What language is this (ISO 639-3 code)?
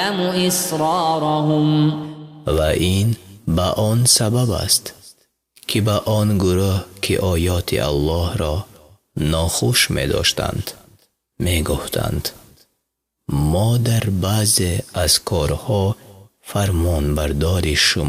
fas